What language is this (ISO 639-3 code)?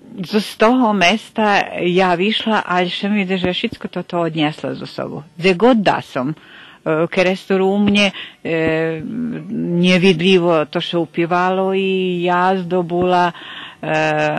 rue